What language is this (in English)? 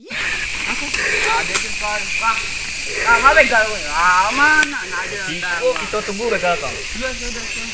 Minangkabau